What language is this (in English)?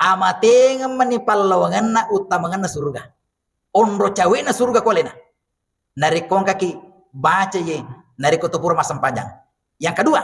Buginese